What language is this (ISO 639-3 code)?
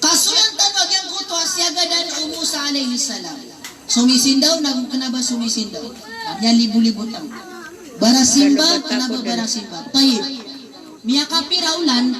mrw